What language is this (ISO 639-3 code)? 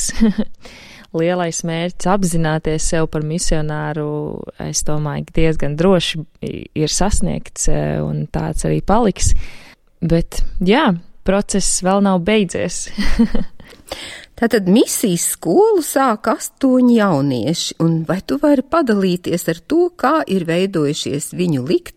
lav